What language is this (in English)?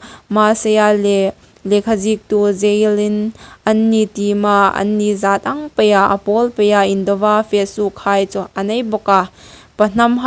Hmar